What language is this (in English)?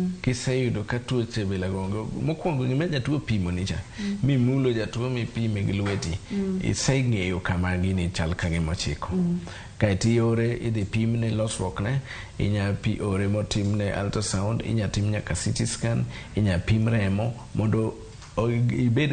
Luo (Kenya and Tanzania)